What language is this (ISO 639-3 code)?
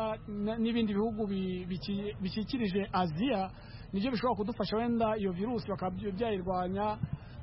kin